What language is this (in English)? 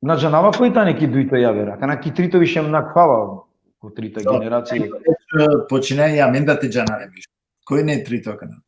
Balkan Romani